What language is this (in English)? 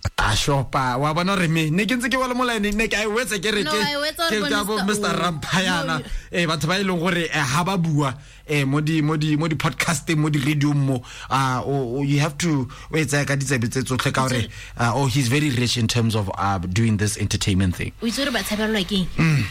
Tswana